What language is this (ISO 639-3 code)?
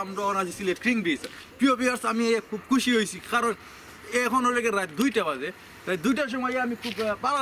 syl